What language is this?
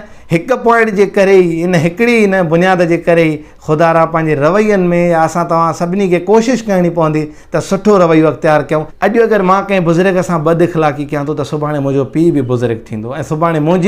Sindhi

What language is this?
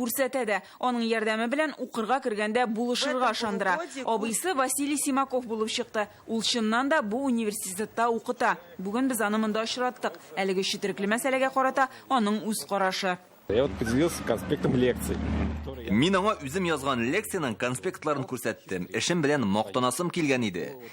Tatar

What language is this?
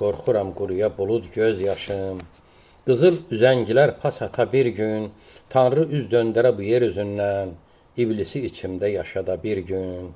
Azerbaijani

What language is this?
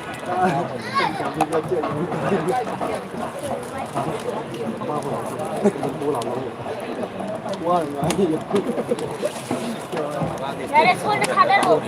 Manipuri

